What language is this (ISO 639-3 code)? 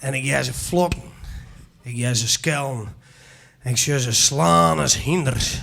fry